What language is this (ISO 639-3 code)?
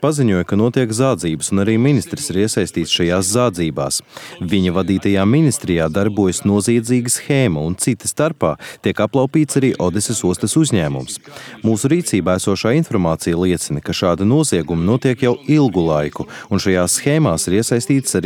lav